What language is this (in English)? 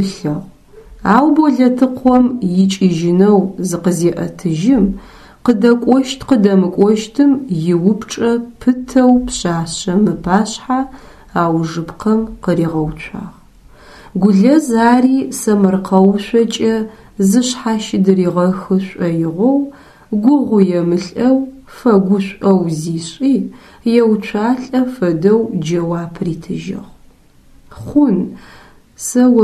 Adyghe